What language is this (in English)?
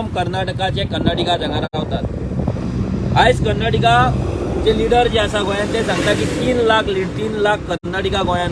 Konkani